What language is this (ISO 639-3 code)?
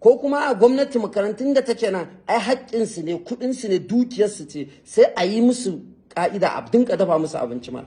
hau